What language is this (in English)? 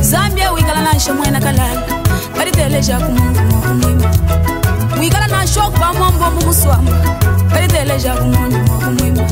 Luba-Lulua